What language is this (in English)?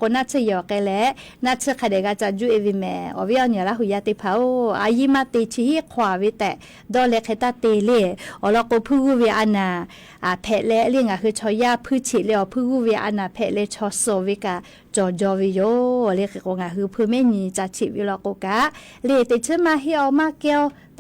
Lahu